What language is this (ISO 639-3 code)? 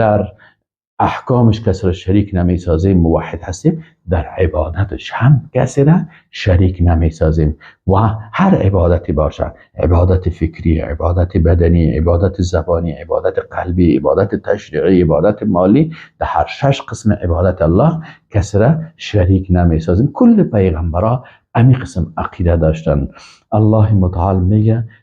fas